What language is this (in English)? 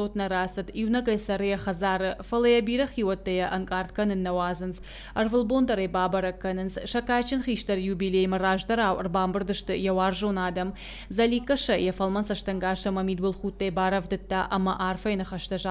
Ossetic